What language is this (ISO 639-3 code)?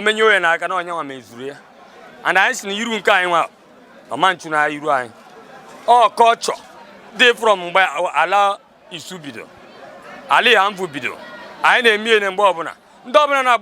ibo